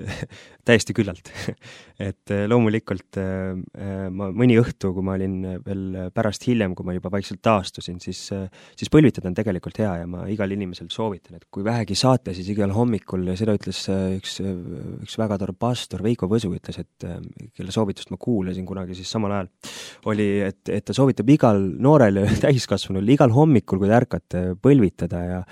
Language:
Estonian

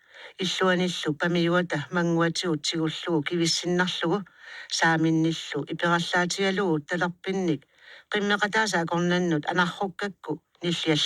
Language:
Kalaallisut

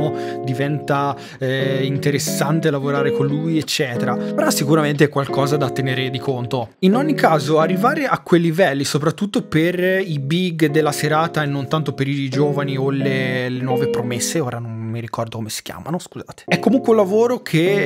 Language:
Italian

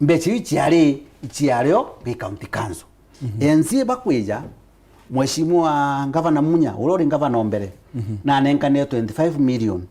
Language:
Meru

